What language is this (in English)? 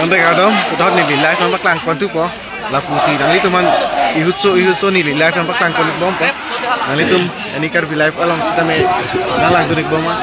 Karbi